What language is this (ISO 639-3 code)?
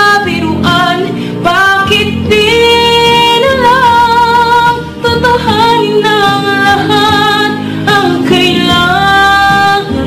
fil